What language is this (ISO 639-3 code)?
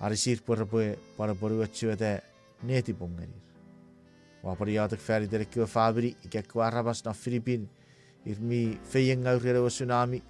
chk